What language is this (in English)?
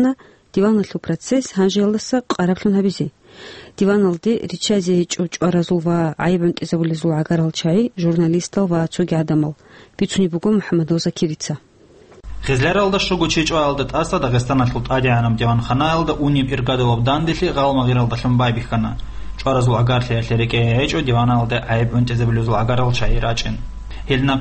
Avaric